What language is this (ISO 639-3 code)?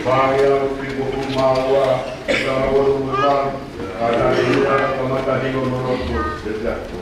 ton